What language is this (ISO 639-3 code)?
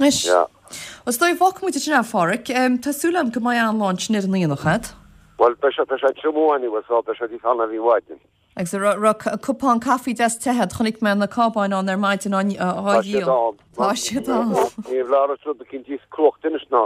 gle